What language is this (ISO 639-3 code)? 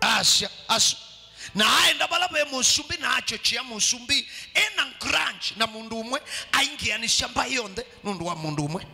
kam